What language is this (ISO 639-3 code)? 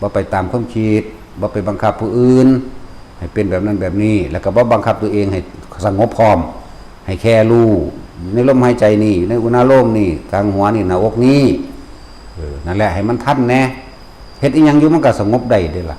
tts